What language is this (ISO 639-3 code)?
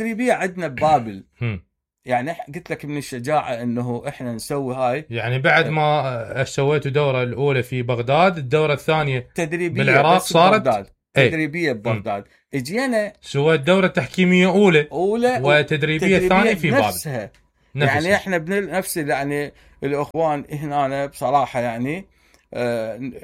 acm